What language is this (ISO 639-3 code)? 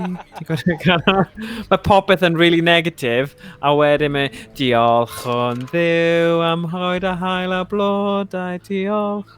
cym